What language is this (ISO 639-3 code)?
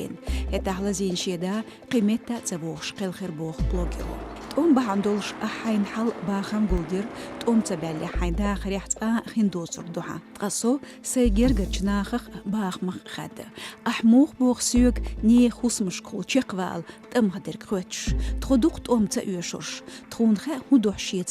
che